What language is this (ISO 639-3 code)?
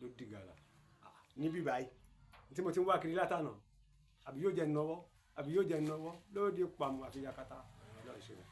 yor